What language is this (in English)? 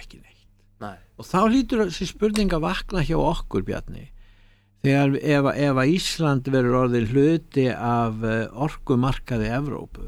Icelandic